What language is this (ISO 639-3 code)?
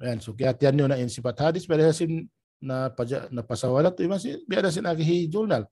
tsg